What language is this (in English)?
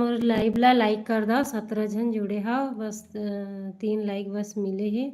Chhattisgarhi